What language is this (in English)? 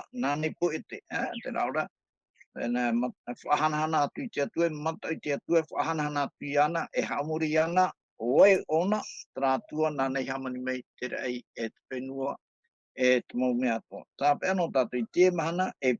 Tahitian